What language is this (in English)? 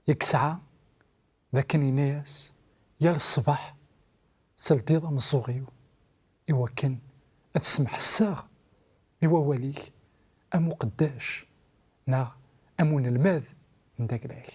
Kabyle